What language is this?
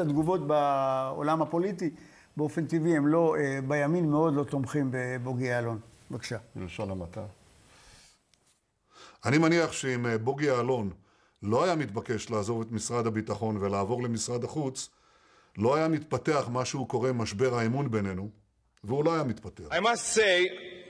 Hebrew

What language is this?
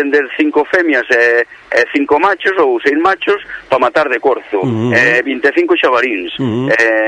Galician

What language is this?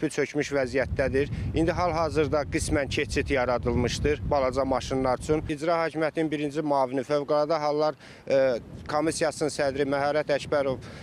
Azerbaijani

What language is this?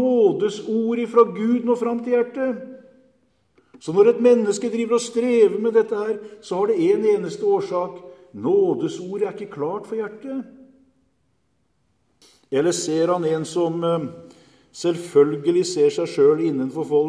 Norwegian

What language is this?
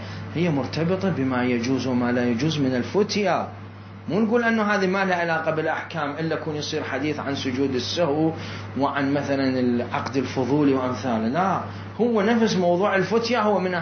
Mesopotamian Arabic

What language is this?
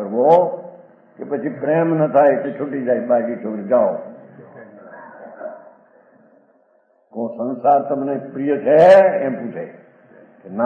Gujarati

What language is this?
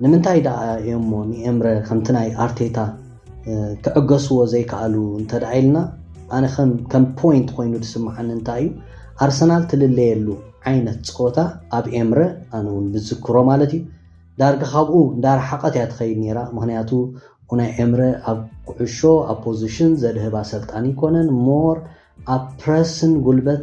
Tigrinya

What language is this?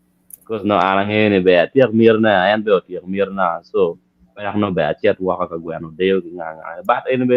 Acoli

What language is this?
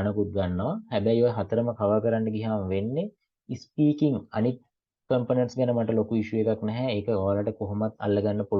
Sinhala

